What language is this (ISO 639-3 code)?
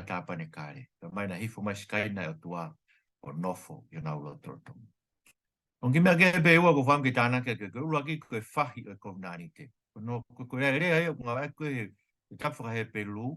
ton